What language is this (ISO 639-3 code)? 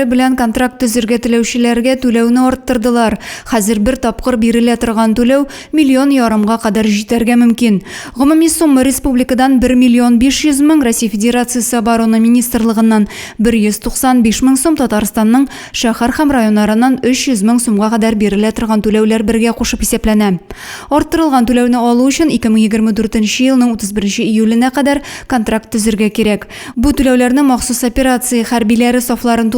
tat